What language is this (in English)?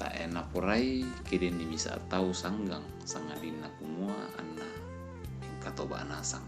Toraja-Sa'dan